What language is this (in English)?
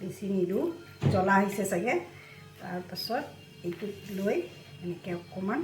Assamese